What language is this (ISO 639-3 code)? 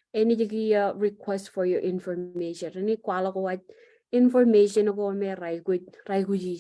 mah